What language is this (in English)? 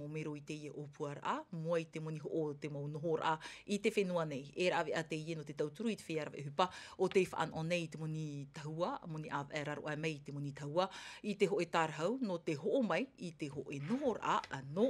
Tahitian